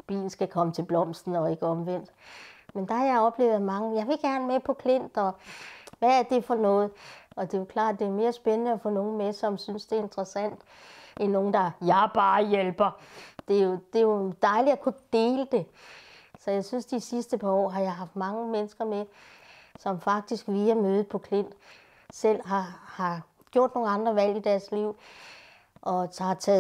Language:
Danish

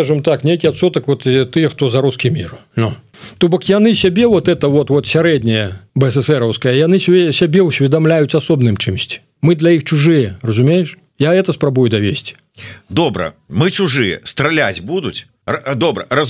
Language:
Belarusian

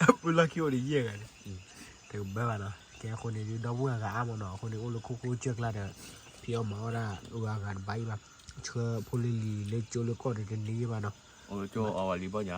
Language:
S'gaw Karen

